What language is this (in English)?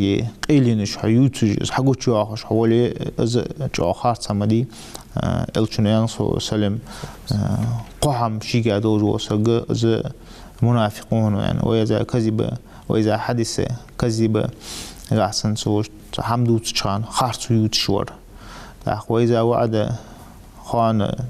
Ingush